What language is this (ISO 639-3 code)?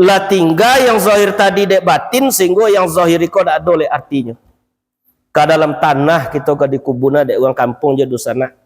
min